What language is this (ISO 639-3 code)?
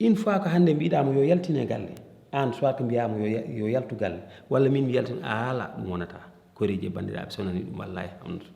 ful